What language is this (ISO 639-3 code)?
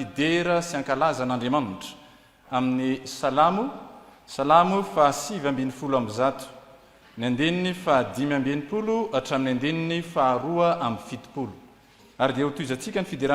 mlg